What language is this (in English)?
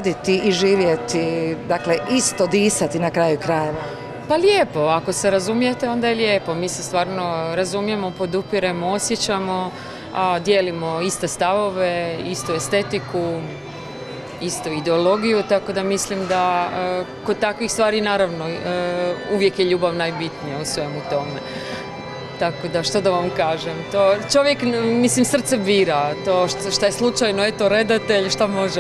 Croatian